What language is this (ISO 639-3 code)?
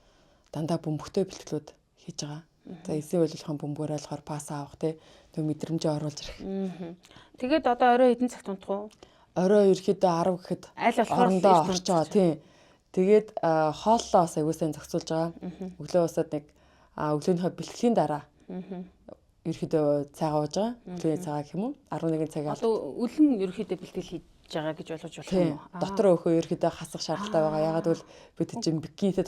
mon